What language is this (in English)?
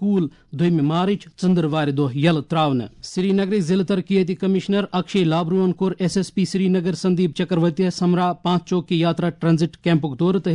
Kashmiri